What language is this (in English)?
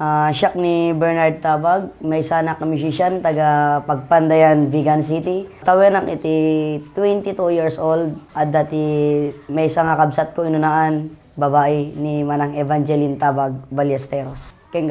Iloko